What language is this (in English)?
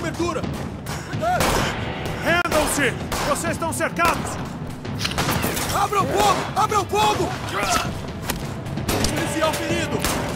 Portuguese